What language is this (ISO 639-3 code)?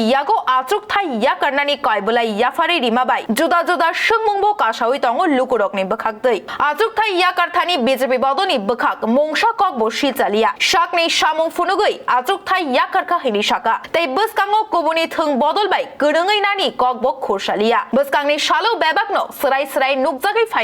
trp